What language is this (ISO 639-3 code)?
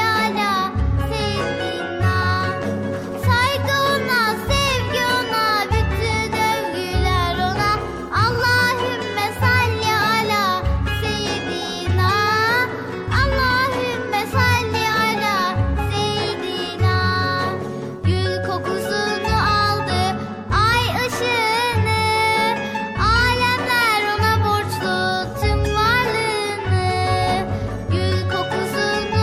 tur